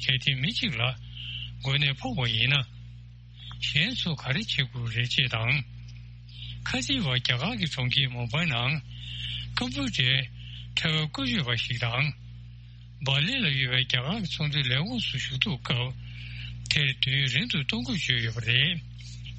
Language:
Tibetan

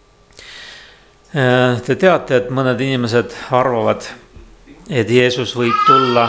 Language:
Estonian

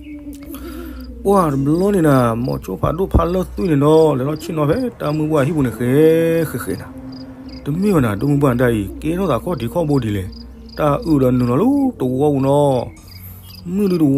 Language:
S'gaw Karen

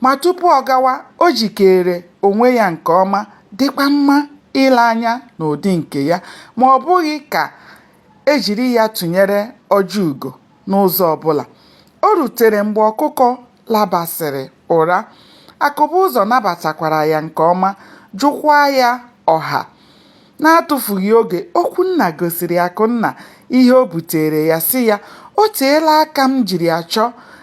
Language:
Igbo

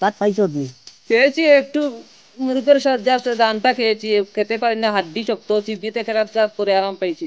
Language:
Sylheti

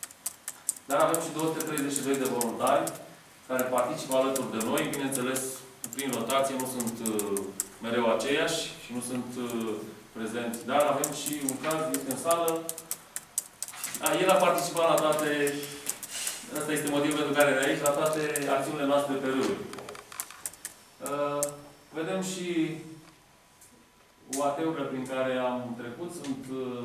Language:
Romanian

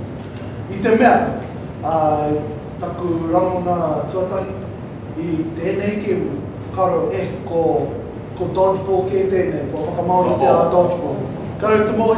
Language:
Māori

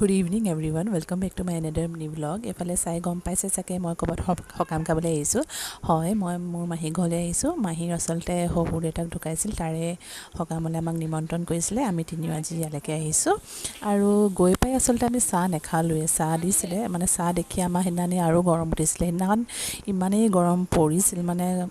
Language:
Assamese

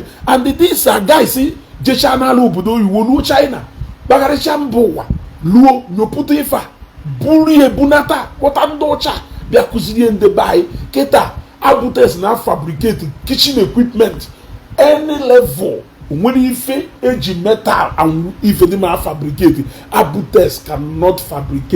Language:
Igbo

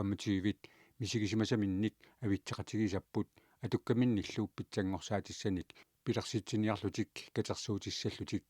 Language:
Kalaallisut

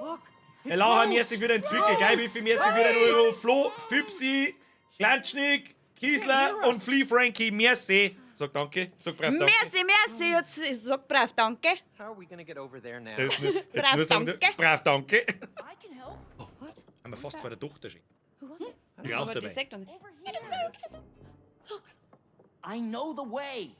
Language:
Bavarian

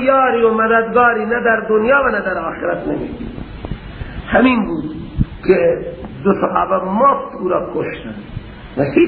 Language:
Persian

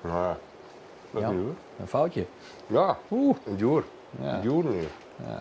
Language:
Western Frisian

